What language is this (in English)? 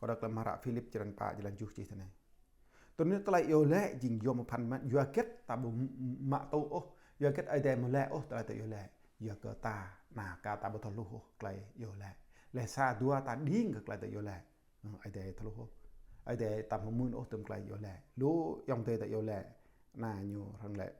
Jarai